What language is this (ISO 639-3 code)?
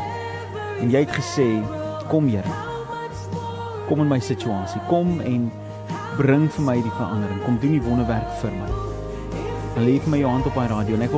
afr